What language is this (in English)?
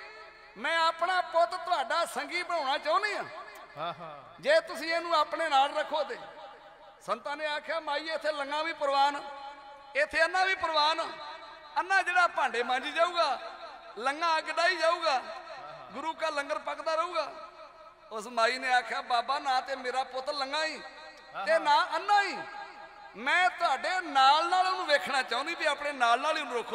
Punjabi